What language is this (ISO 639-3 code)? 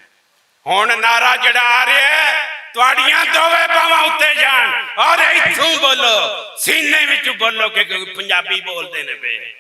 lah